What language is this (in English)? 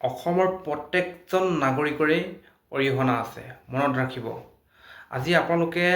Assamese